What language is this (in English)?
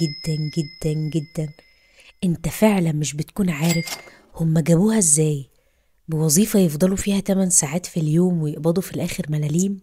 Egyptian Arabic